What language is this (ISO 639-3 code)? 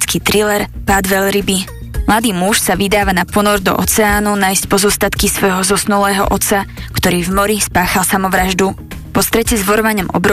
slk